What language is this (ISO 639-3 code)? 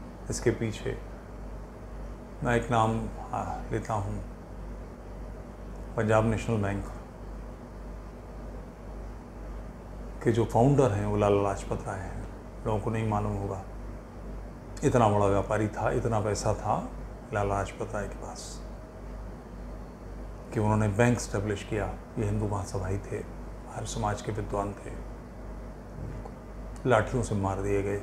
hin